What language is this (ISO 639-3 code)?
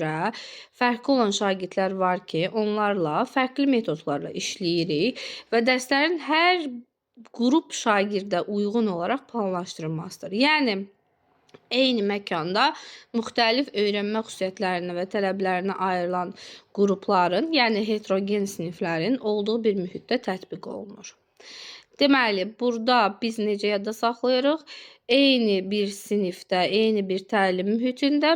aze